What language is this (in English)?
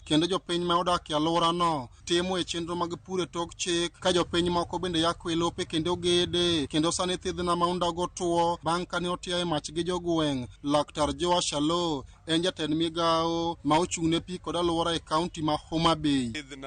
Luo (Kenya and Tanzania)